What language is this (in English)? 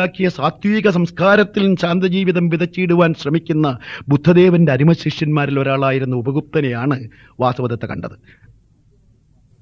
Malayalam